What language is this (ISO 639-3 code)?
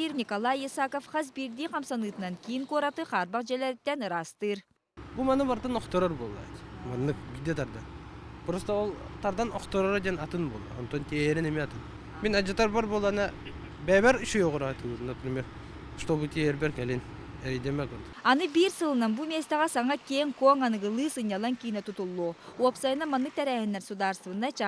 sah